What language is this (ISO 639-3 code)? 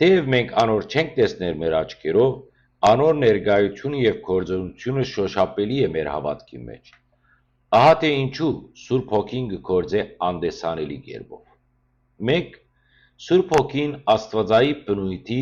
hyw